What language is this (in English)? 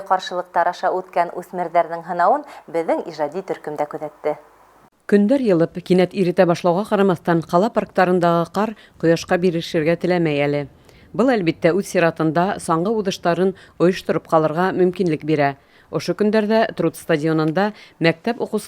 Bashkir